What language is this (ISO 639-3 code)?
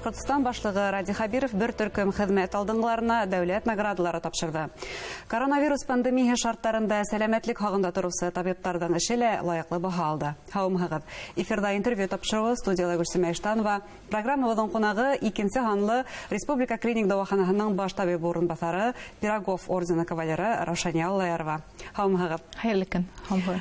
bak